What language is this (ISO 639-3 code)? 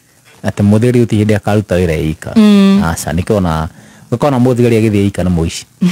kik